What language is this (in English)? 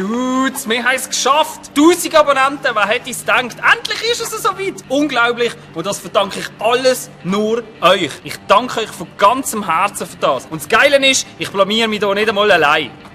Swiss German